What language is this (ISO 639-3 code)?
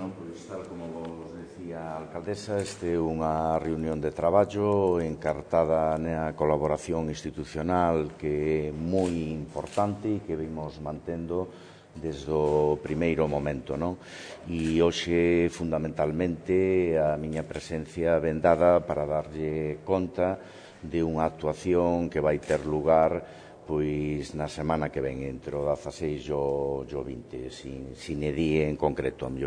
glg